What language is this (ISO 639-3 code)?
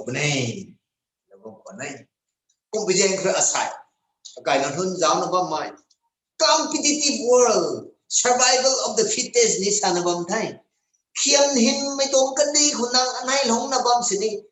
nbu